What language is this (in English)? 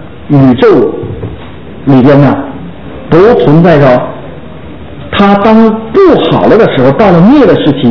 Chinese